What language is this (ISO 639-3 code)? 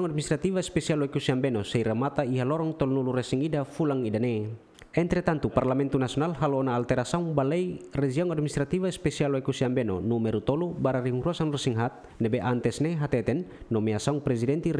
tet